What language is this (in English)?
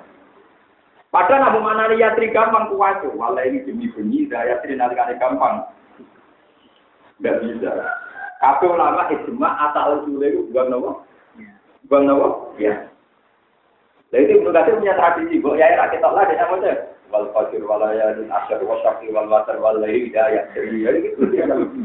Indonesian